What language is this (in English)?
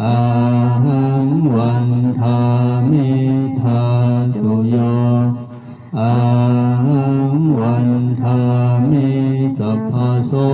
Pali